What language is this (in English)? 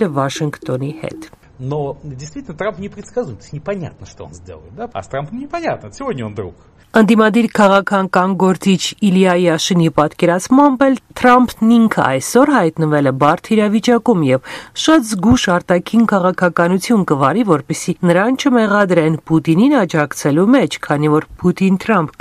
Armenian